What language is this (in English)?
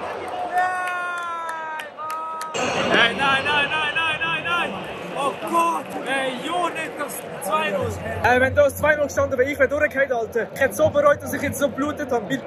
Swiss German